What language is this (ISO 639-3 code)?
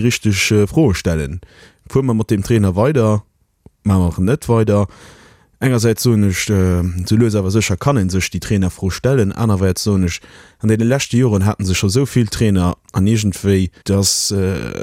ltz